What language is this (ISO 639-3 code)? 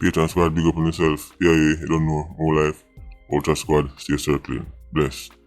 jam